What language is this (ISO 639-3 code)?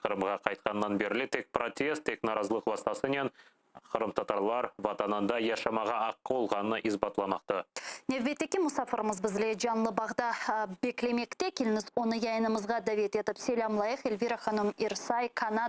crh